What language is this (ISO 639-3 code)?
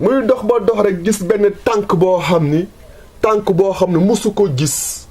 wol